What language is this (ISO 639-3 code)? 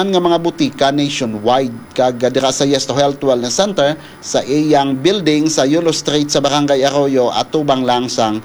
hil